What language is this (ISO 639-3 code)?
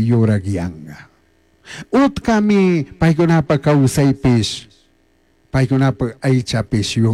qug